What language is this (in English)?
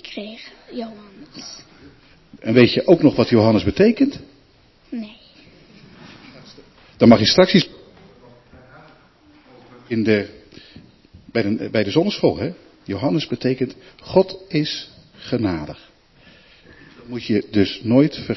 Dutch